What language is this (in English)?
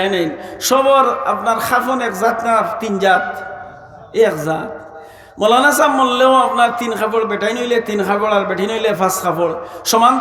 Sylheti